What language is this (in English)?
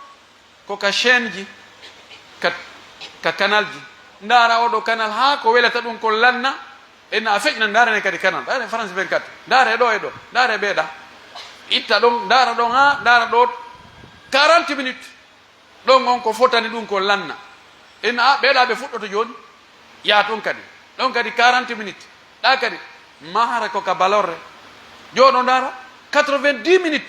Pular